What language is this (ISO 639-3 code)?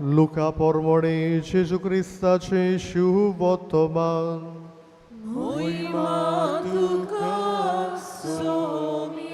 kok